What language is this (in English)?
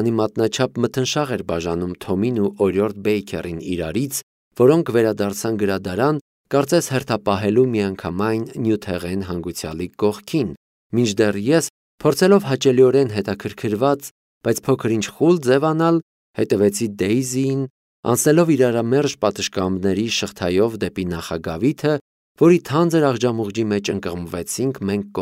Armenian